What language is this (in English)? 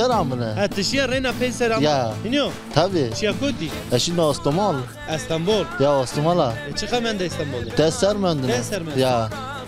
Zaza